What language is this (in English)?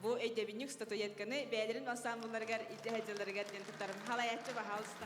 Yakut